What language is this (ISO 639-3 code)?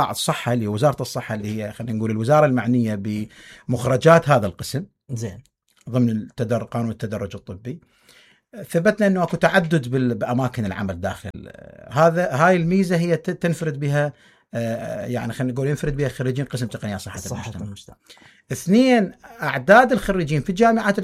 acm